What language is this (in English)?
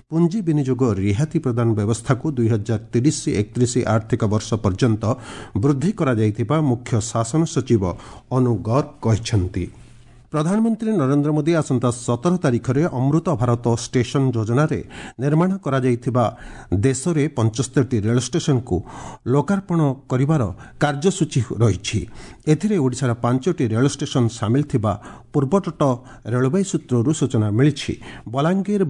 Odia